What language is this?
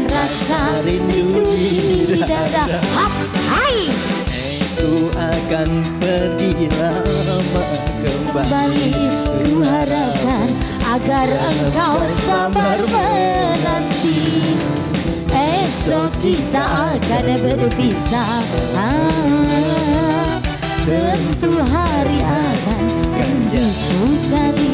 Musi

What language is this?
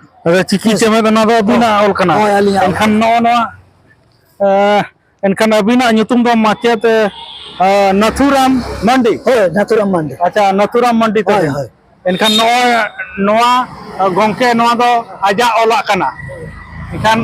Santali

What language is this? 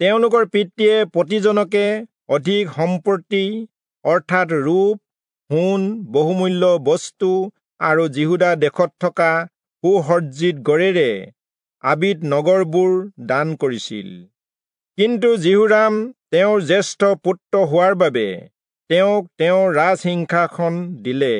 Assamese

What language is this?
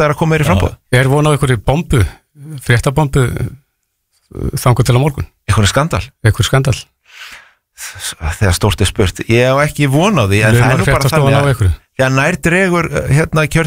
Icelandic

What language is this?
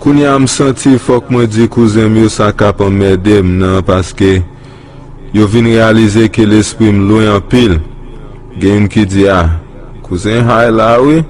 Haitian Creole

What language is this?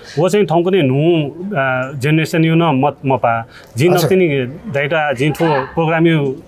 Newari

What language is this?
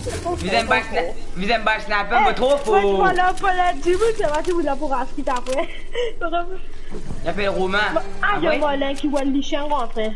Morisyen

